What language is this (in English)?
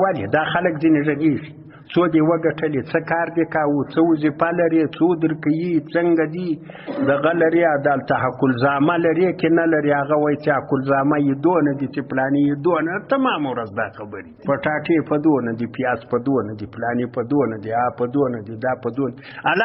Pashto